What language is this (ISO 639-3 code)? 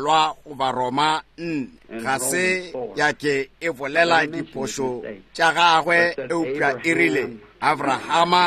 nso